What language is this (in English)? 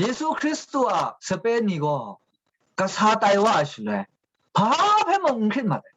Kachin